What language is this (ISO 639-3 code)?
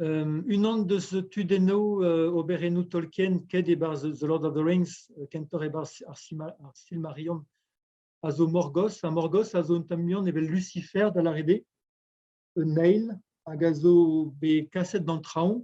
bre